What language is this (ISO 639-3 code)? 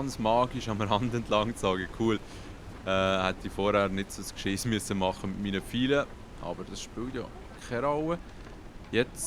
gsw